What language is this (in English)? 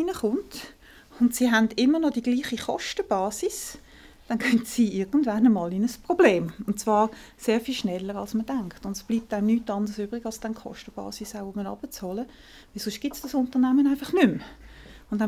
Swiss German